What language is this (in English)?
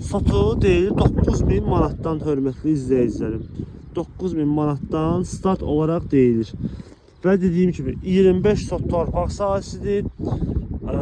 Azerbaijani